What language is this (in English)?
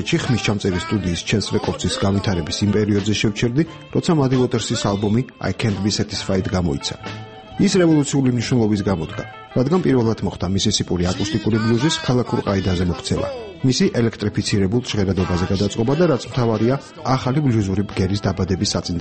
Georgian